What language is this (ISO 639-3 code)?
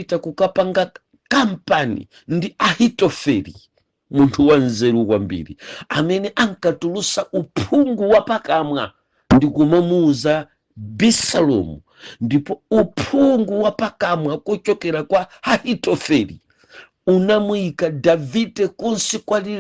nya